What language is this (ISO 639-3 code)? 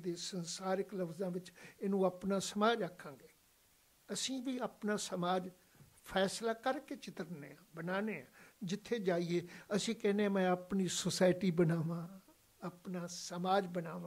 pan